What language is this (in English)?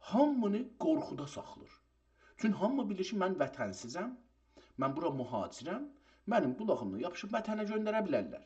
South Azerbaijani